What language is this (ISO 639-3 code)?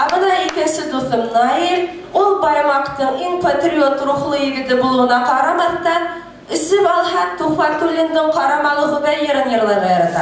bak